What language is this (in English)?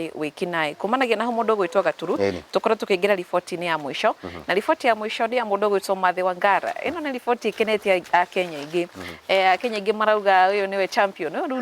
Kikuyu